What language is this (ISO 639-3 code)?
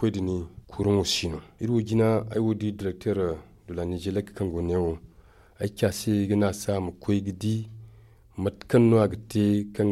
dje